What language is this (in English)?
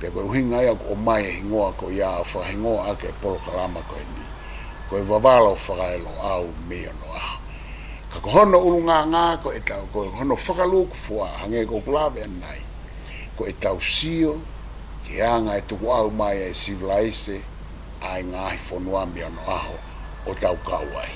Tongan